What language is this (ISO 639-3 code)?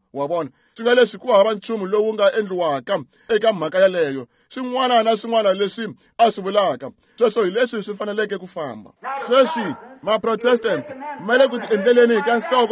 tso